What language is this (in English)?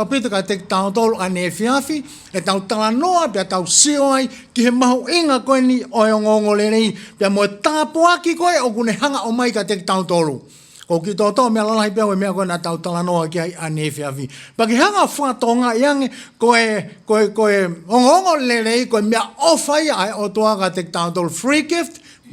Tongan